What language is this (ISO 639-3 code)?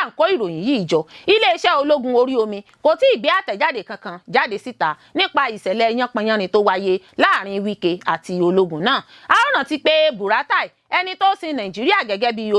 yor